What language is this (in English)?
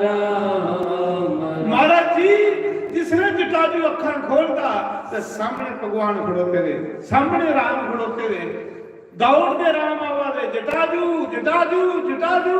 Dogri